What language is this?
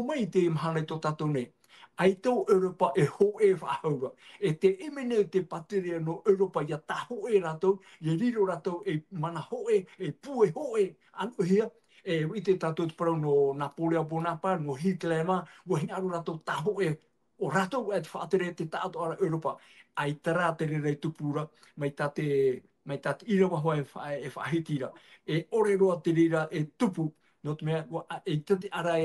Tahitian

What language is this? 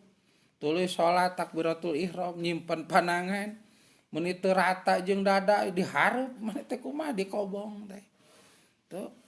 Sundanese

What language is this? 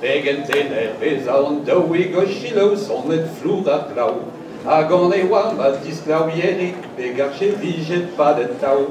Breton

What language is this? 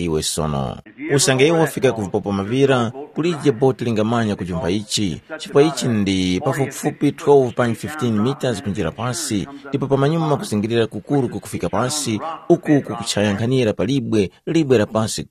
Tumbuka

